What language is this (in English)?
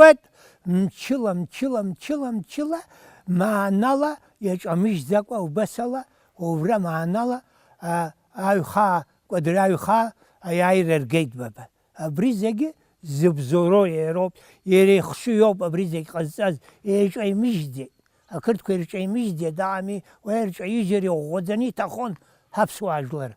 Abkhazian